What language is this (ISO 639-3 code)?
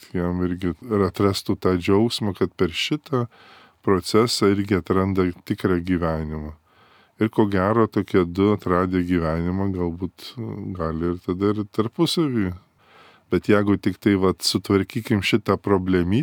lit